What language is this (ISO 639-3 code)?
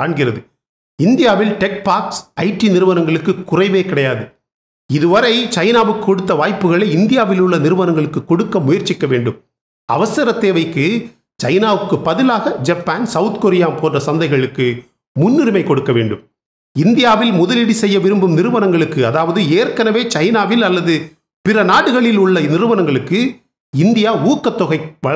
tam